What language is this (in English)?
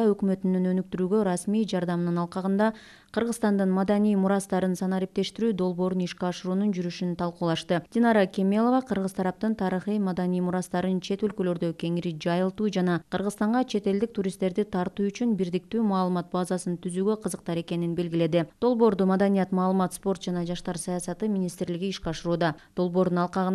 Kyrgyz